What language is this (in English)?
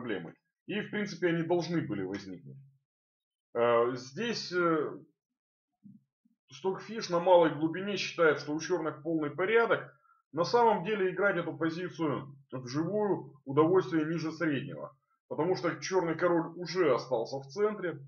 Russian